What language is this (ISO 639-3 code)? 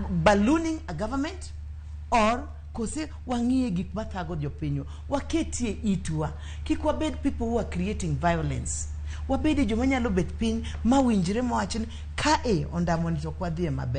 luo